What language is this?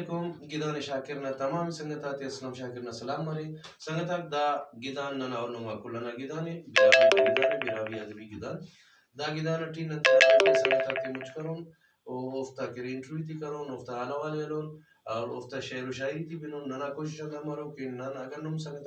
Brahui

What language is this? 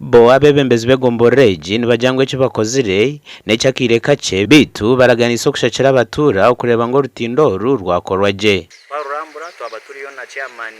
Nyankole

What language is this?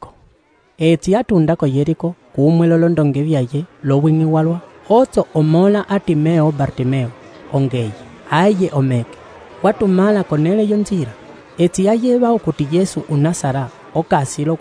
Umbundu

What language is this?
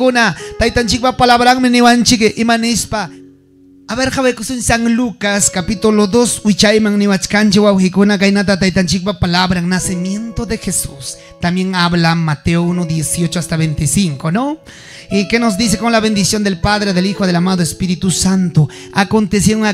Ayacucho Quechua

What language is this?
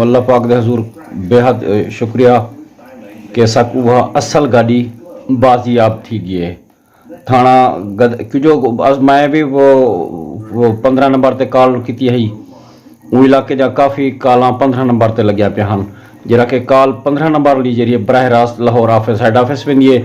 Saraiki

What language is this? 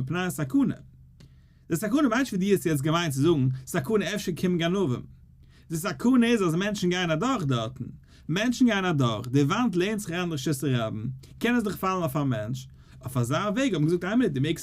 Yiddish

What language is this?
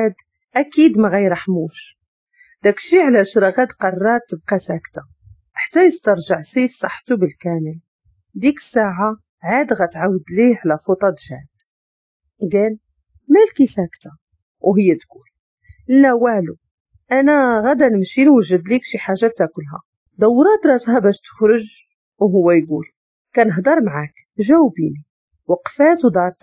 Moroccan Arabic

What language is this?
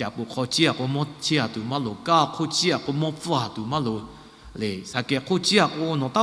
Lahu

